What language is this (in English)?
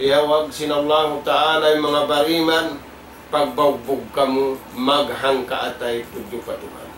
Tausug